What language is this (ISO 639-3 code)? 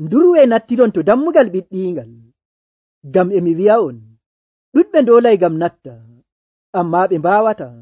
fuv